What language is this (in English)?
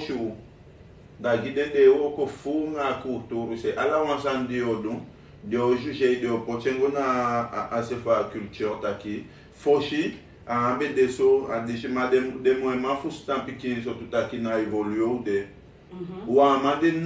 Sranan Tongo